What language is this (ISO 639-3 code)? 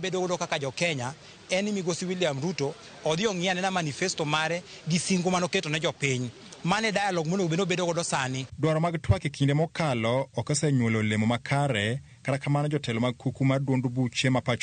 luo